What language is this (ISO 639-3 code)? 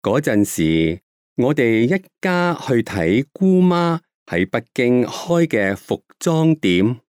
yue